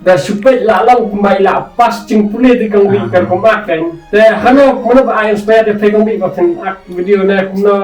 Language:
Khasi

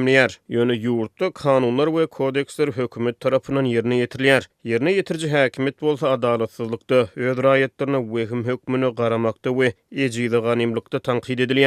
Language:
Turkmen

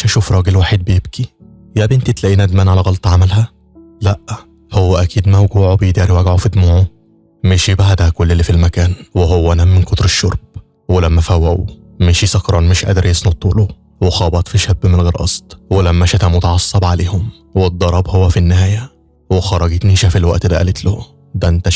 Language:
Egyptian Arabic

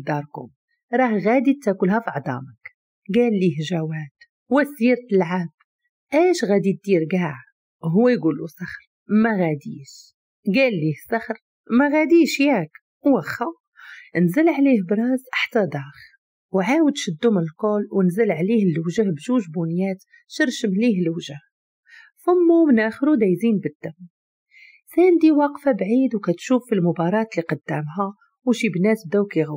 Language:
Moroccan Arabic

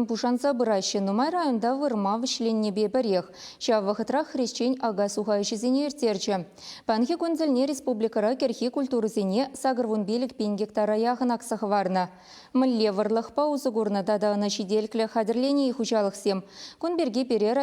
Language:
Chuvash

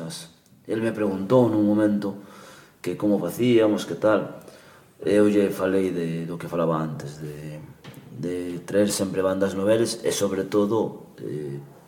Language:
Galician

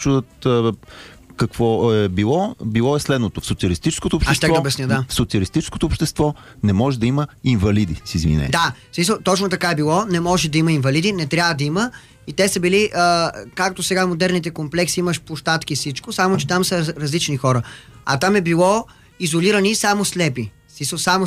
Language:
Bulgarian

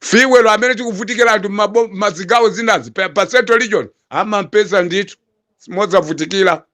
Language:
Nyanja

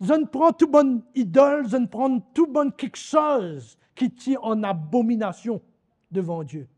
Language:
Morisyen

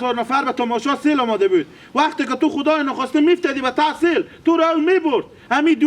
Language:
Hazaragi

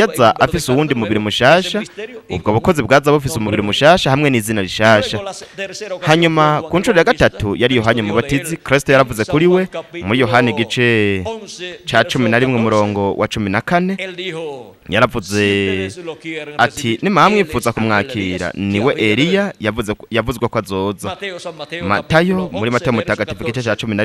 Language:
Rundi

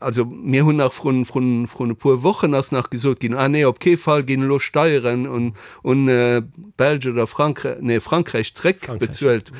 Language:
Luxembourgish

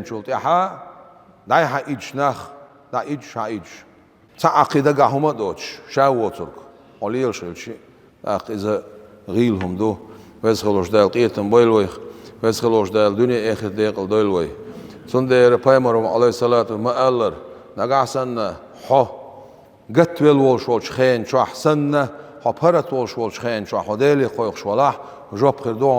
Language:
Chechen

